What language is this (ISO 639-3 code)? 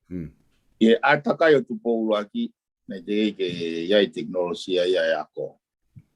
ton